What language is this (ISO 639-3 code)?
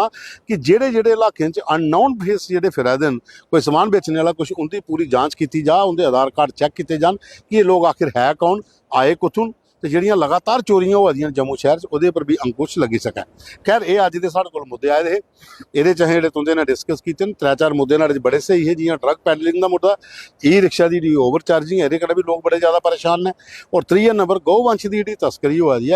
doi